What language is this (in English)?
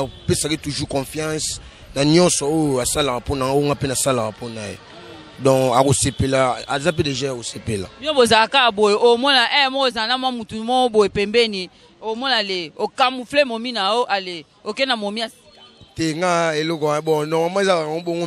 Lingala